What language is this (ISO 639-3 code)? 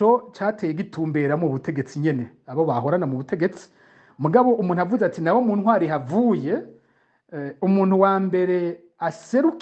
run